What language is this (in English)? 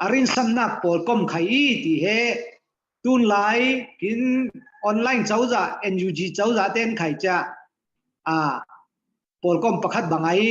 Falam Chin